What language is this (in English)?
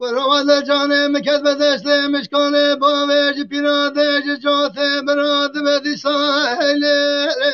Kurdish